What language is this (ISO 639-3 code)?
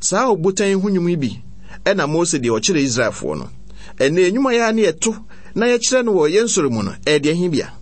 aka